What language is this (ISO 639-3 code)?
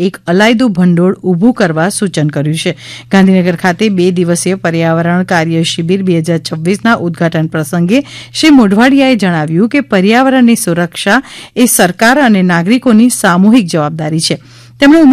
guj